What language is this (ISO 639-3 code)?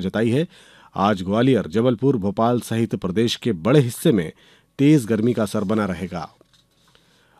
hin